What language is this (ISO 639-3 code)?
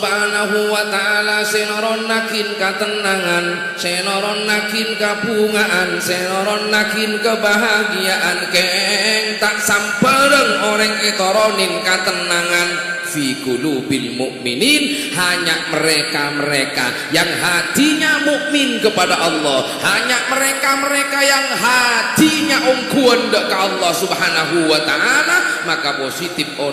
mad